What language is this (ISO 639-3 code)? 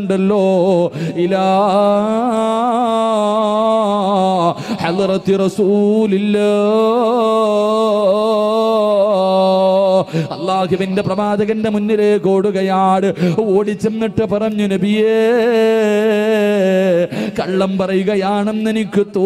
mal